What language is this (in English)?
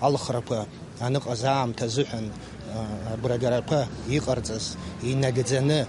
Abkhazian